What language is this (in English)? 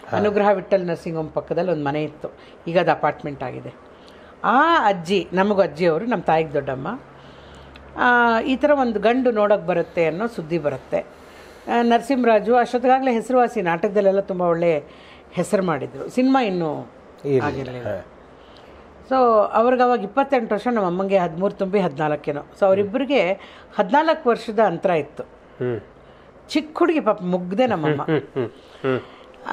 Kannada